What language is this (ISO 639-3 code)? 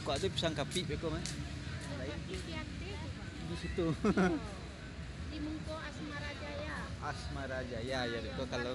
min